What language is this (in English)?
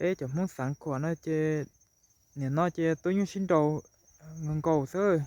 Hmong